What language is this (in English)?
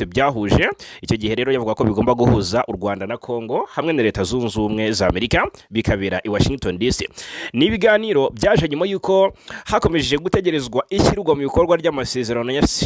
Kinyarwanda